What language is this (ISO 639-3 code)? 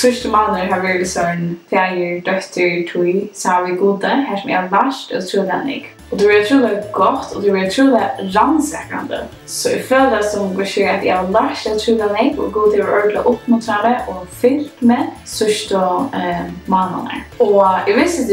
fao